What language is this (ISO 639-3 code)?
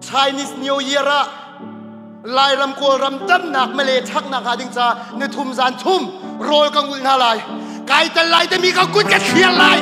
cnh